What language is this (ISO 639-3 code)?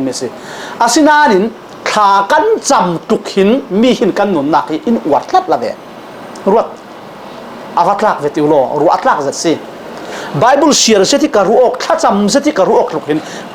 cfm